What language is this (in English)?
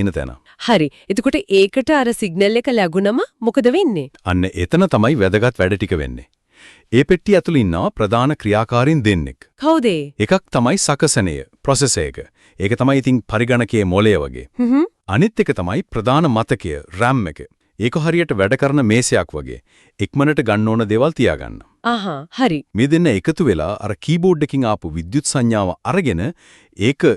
Sinhala